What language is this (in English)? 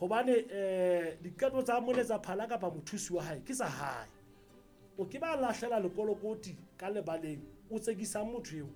Southern Sotho